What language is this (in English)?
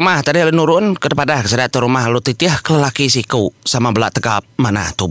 Iban